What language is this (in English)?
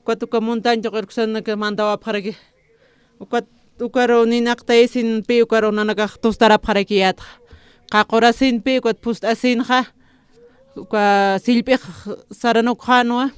Aymara